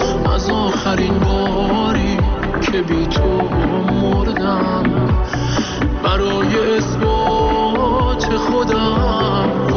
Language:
Persian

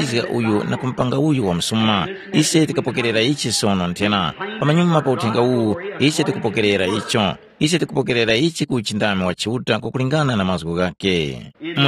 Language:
Tumbuka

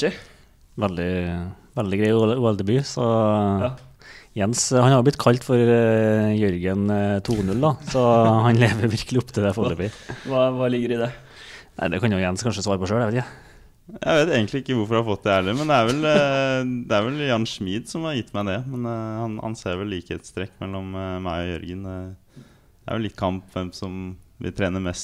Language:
Norwegian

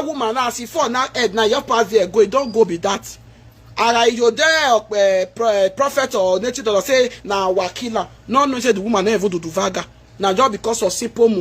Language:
Nigerian Pidgin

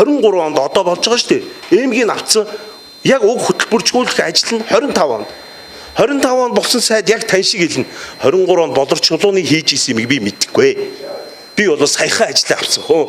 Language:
Mongolian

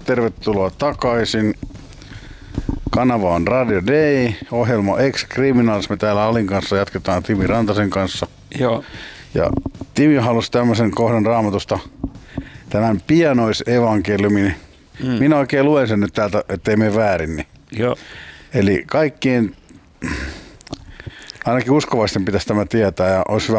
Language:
Finnish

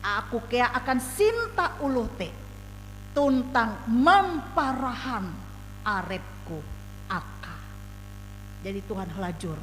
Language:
Ngaju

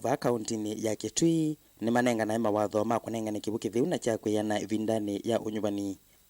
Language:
Kamba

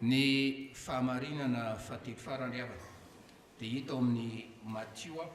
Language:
Malagasy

